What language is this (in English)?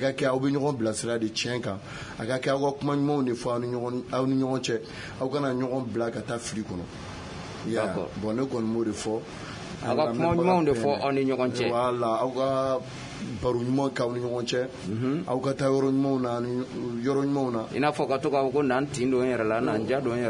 Bambara